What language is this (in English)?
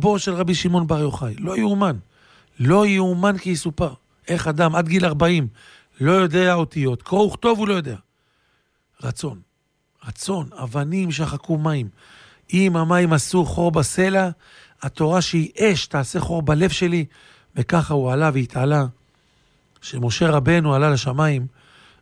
Hebrew